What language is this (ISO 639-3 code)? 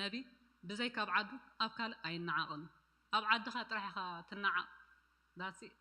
tir